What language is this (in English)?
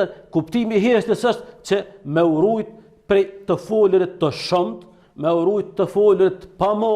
Albanian